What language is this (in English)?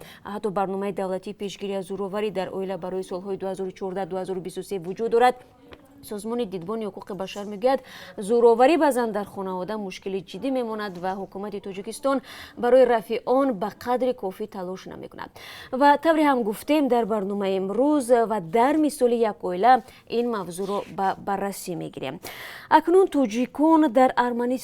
Tajik